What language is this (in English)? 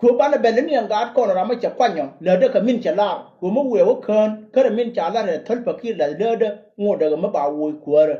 Nuer